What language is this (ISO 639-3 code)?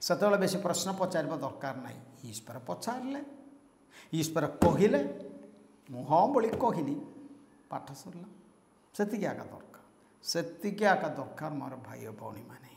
ori